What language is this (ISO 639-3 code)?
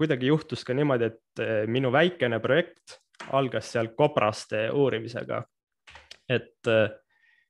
est